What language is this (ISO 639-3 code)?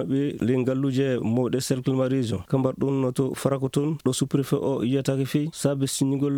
ful